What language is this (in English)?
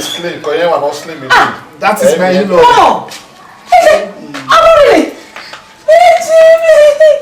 Bini